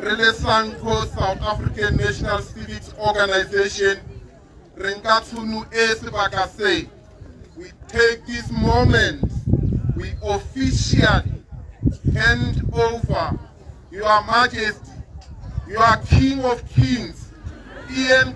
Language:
Tswana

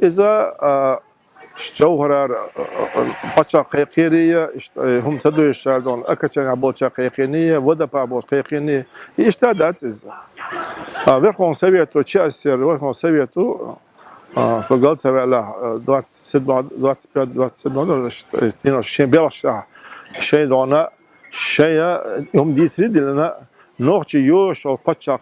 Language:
Chechen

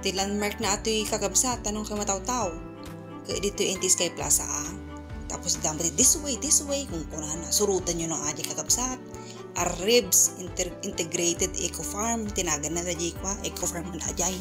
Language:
Iloko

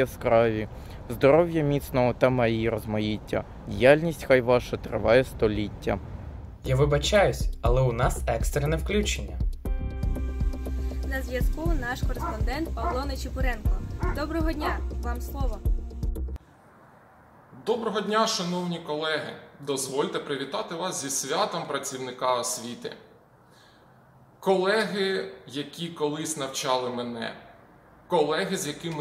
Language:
Ukrainian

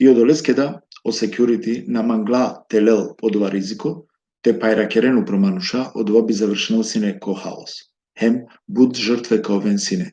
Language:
Balkan Romani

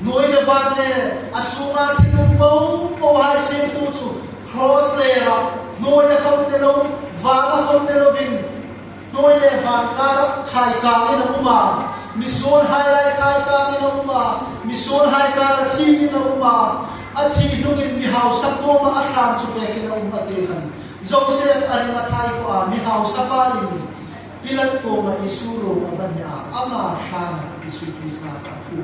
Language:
Hmar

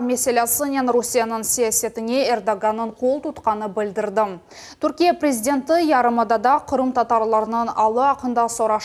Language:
Crimean Tatar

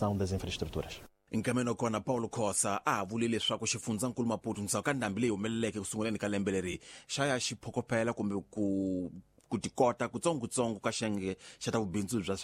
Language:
Tsonga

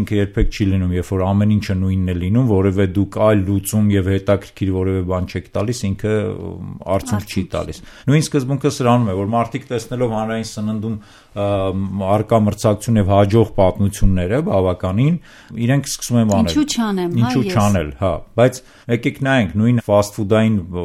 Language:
Armenian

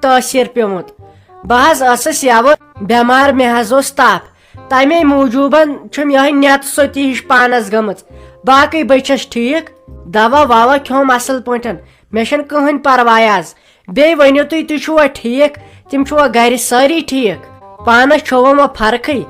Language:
Kashmiri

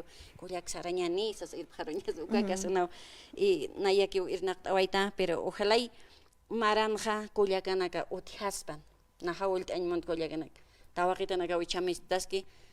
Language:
Aymara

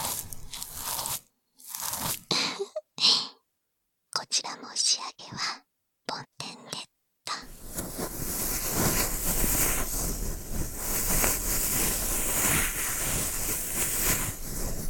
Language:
Japanese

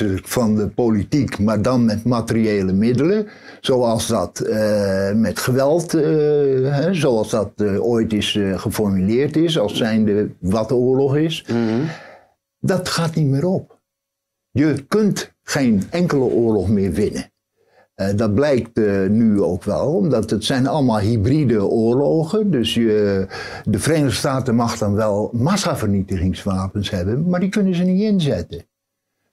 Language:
Dutch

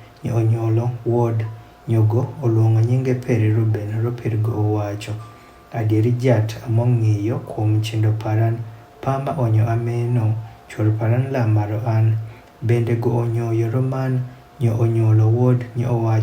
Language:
Adhola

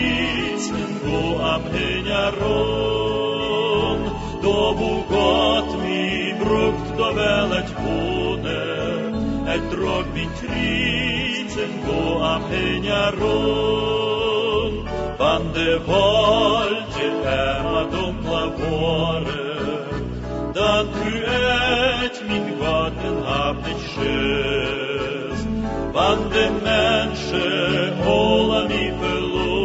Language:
Plautdietsch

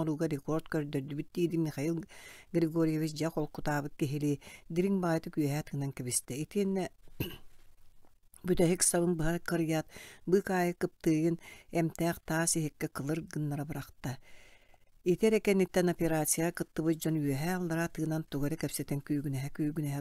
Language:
Yakut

